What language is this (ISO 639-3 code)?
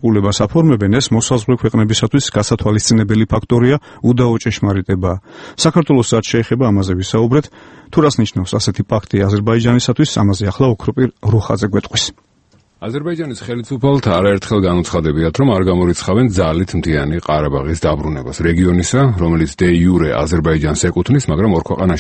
kat